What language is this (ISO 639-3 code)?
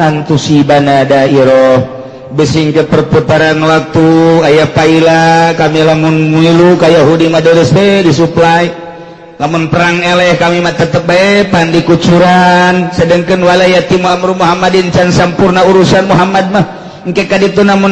sun